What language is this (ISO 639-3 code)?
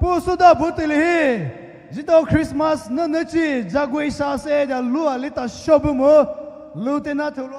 pmx